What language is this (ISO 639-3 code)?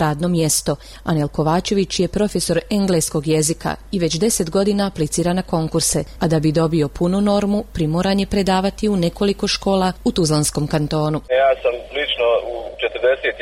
bos